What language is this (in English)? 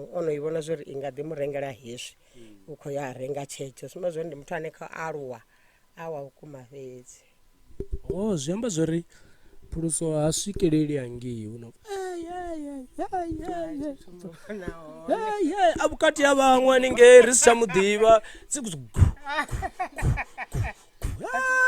Venda